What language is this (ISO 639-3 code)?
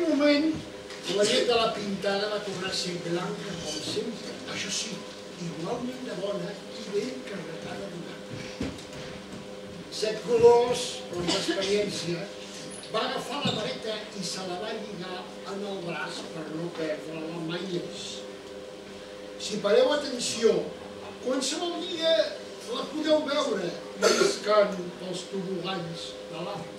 cat